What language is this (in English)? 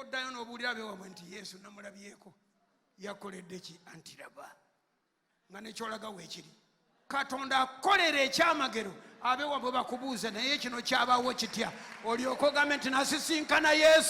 Ganda